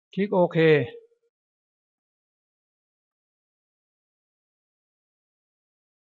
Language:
Thai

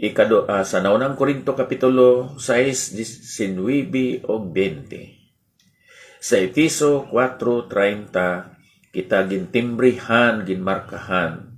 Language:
Hiligaynon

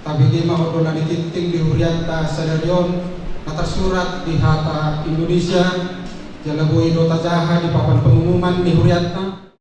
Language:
Batak Toba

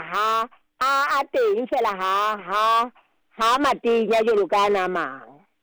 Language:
Southern Sotho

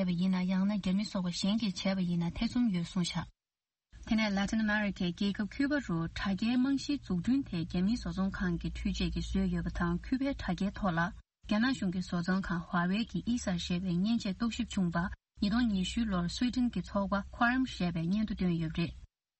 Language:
Tibetan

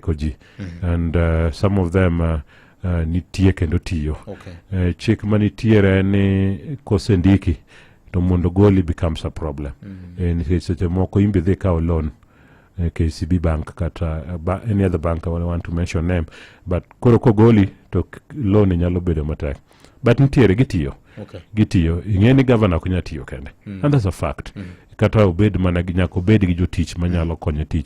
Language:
Luo (Kenya and Tanzania)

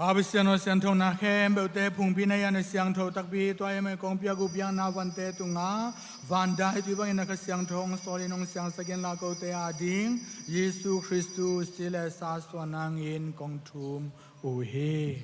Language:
Tedim Chin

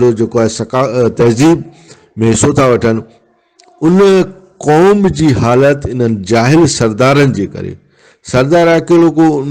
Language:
Brahui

